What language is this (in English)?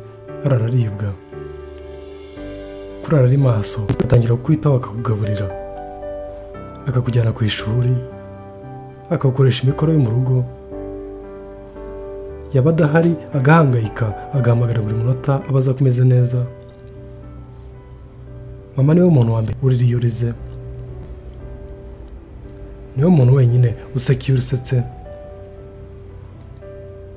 Kinyarwanda